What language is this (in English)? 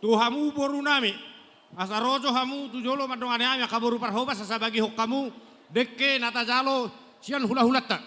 Batak Toba